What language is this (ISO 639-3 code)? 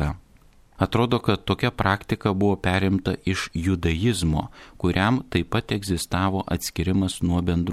lit